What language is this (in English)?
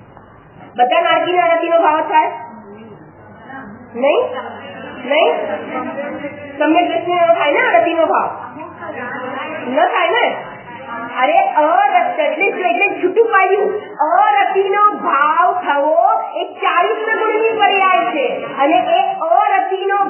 Gujarati